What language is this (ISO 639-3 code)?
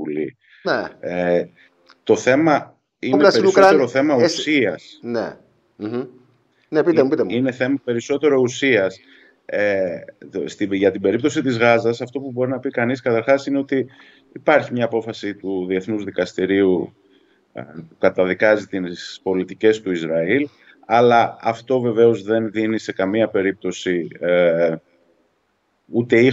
ell